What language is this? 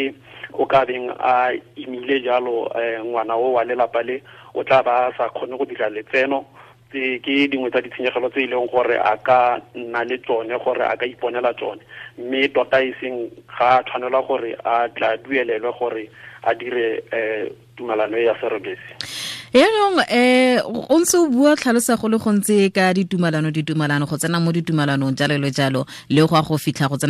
Tswana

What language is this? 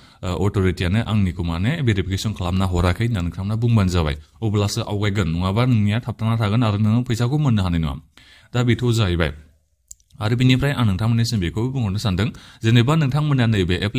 Bodo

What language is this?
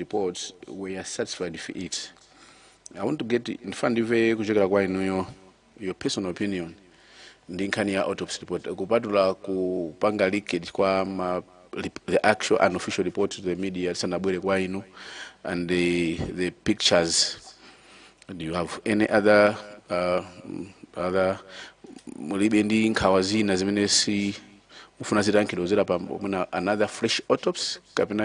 Nyanja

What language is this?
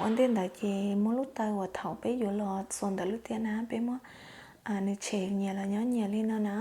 Hmong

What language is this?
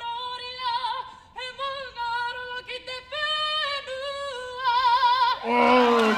Māori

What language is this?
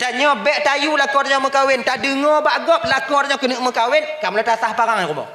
Achinese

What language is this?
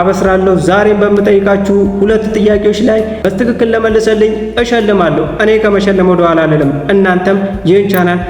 Amharic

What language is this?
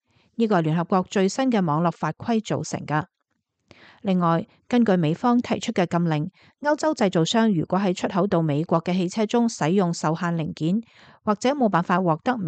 Cantonese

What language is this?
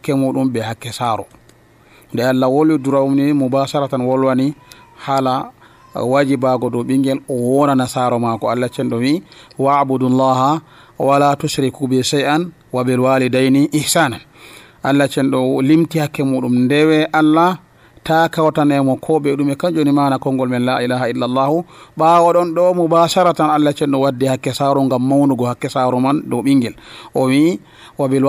Nigerian Fulfulde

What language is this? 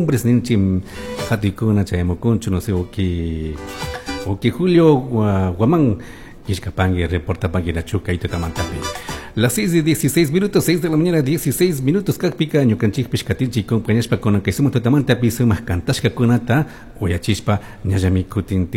Chimborazo Highland Quichua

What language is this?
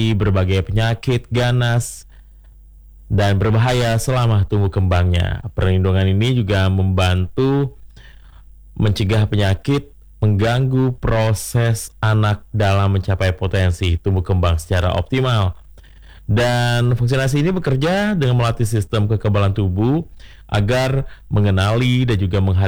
Indonesian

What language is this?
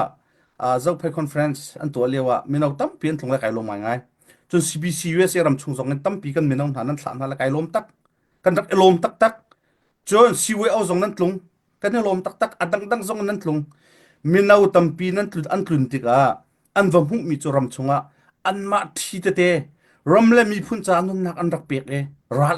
Hakha Chin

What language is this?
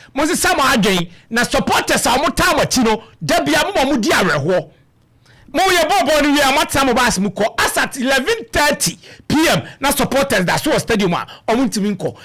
Akan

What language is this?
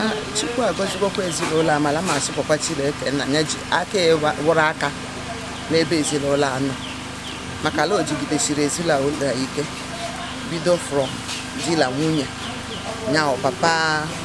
Igbo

